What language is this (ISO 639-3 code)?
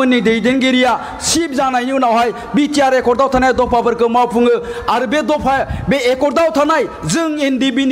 brx